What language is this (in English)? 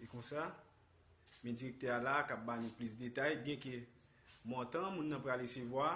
Haitian Creole